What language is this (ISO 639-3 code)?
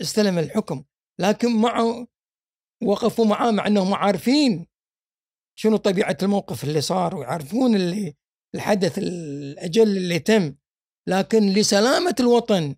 afb